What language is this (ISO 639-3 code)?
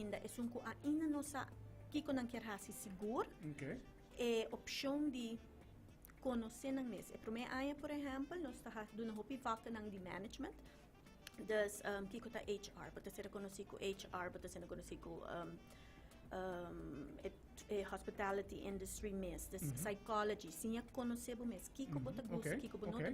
pap